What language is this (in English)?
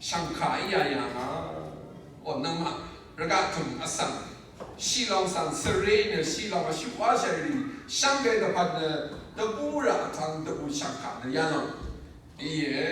Rawang